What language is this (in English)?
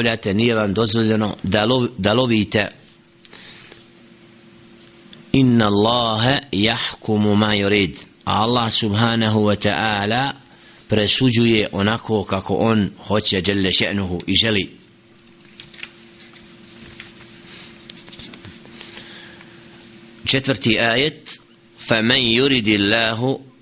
Bosnian